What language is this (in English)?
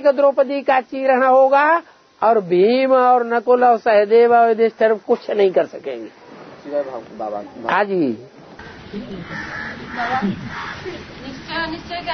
Hindi